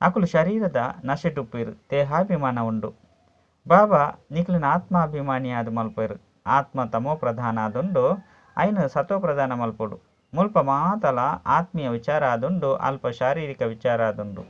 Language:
Tulu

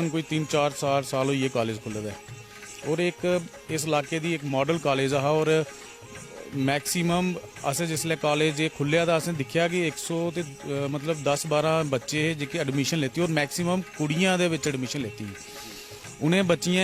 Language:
Dogri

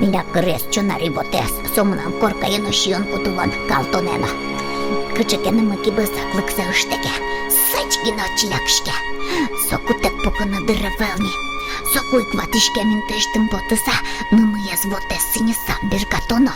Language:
Udmurt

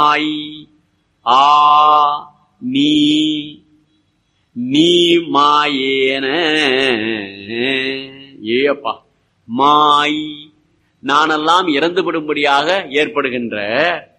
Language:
Tamil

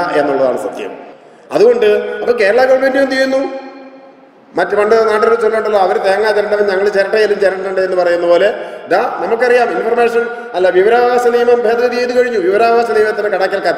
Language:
Malayalam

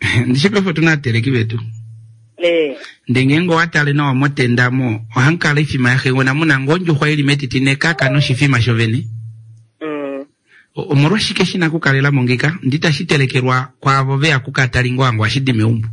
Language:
Kuanyama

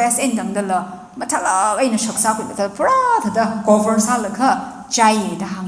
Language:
Tangkhul Naga (India)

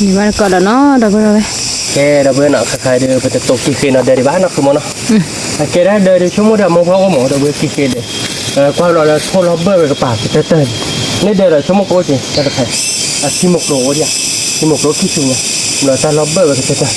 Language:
S'gaw Karen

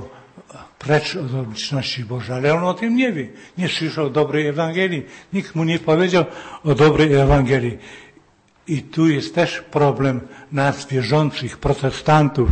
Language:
Polish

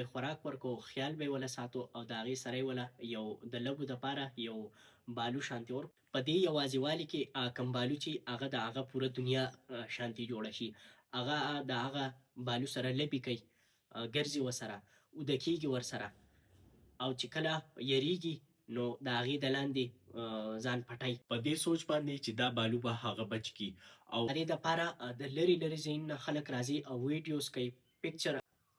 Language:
Pashto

